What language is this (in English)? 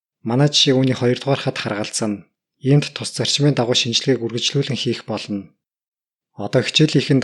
Mongolian